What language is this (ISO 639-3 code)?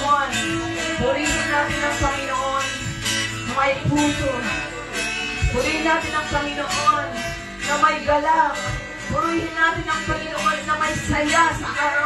fil